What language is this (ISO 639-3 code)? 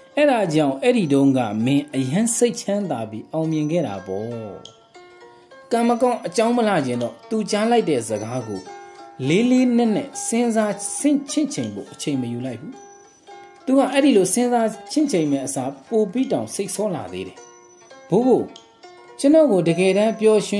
mya